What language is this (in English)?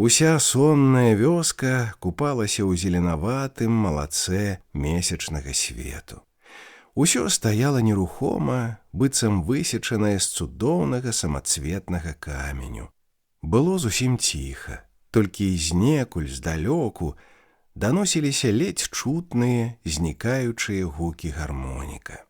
Belarusian